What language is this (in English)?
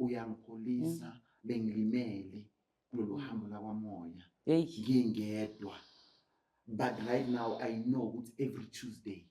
Zulu